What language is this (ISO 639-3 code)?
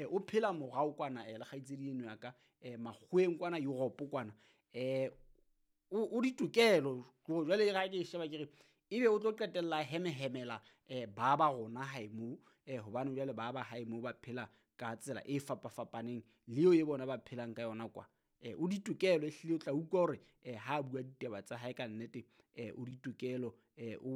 sot